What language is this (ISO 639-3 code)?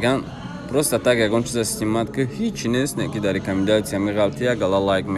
tgk